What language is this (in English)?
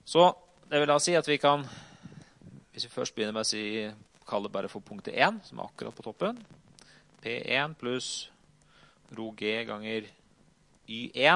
Norwegian